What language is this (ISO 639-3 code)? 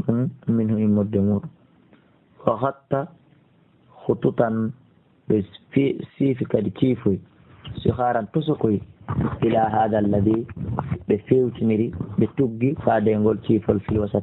ful